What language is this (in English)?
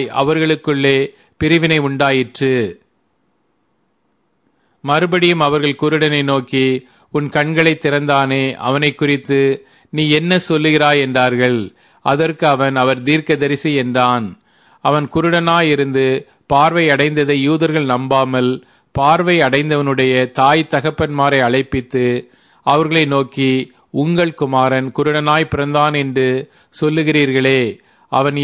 Tamil